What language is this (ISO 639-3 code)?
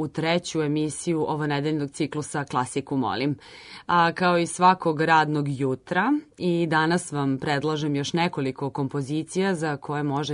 srp